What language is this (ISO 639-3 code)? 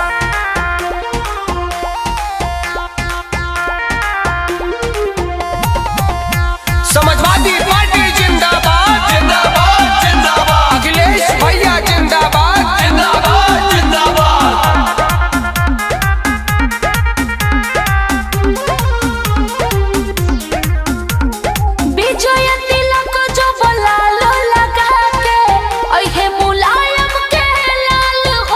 bho